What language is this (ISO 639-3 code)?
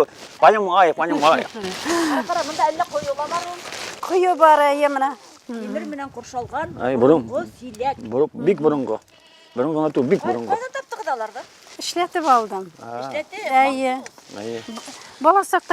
bak